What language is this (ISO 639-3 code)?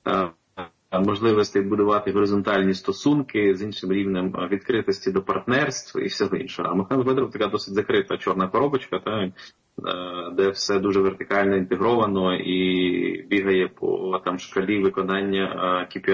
ukr